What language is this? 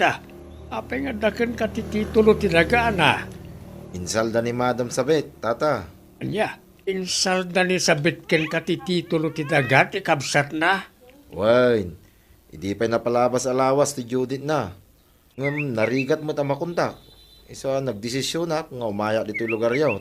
Iloko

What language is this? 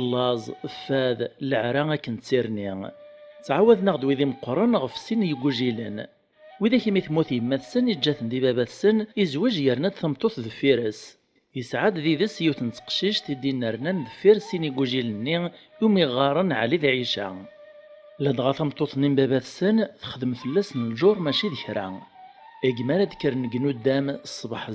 Kabyle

